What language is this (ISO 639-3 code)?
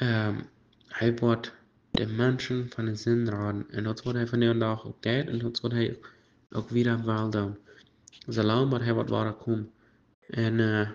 pdt